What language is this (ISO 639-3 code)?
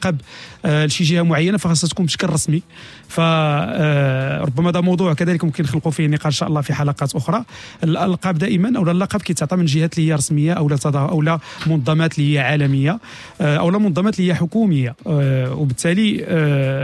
ary